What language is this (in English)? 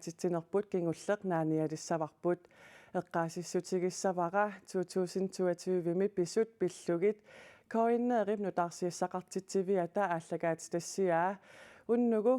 Kalaallisut